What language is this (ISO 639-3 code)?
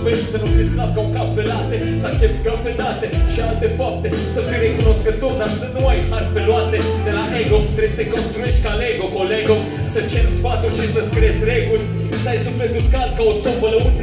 ron